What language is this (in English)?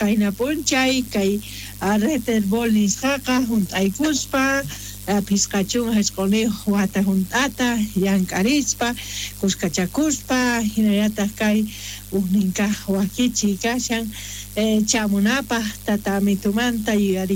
South Bolivian Quechua